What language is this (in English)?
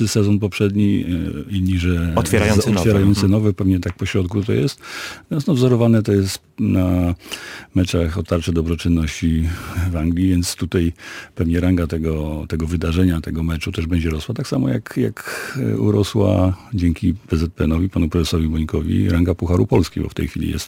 Polish